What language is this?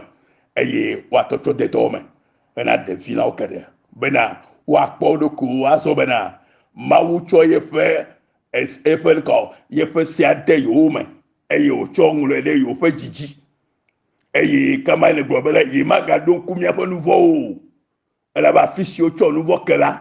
Ewe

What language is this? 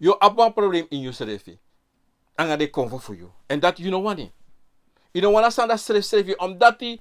Sranan Tongo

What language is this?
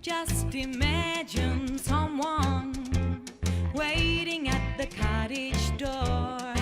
Western Frisian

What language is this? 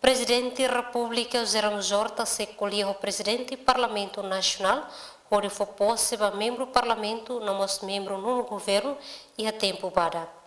Tetum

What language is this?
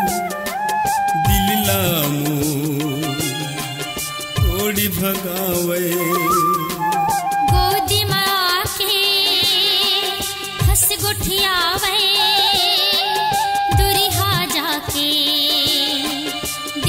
Chhattisgarhi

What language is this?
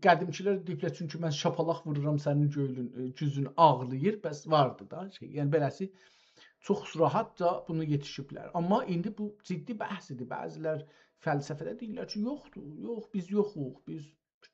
South Azerbaijani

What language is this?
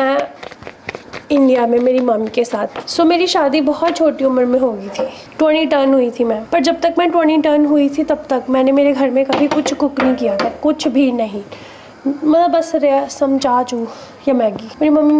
Hindi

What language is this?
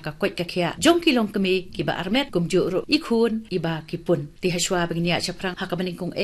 Khasi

